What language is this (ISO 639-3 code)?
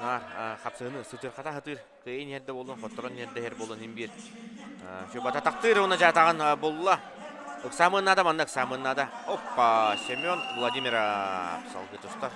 sah